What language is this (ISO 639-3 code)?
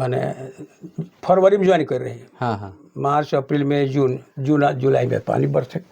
sck